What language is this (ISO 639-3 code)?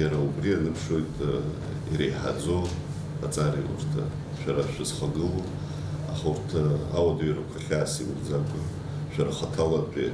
abk